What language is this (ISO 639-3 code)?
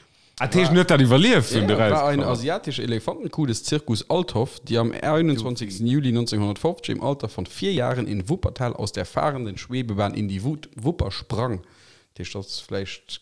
ltz